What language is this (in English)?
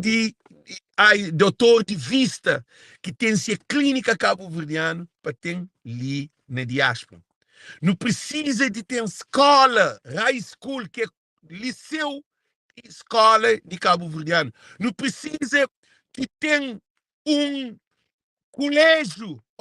Kabuverdianu